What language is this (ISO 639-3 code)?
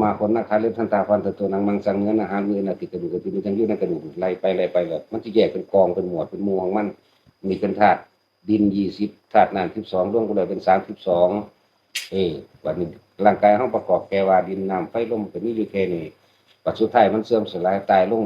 tts